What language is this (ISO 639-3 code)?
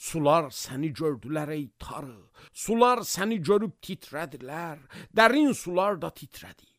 aze